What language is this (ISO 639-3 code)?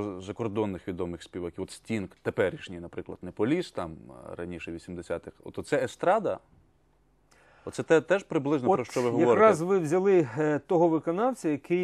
ukr